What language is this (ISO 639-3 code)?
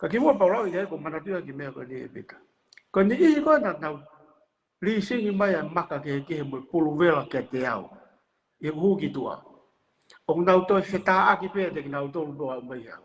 ton